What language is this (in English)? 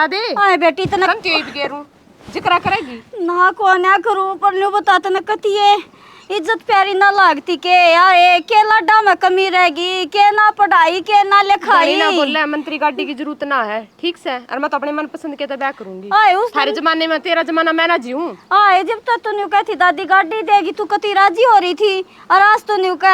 Haryanvi